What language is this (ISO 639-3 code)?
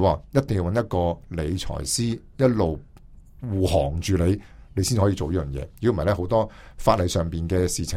yue